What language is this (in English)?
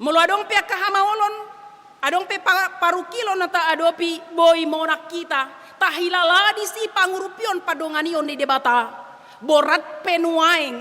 Batak Toba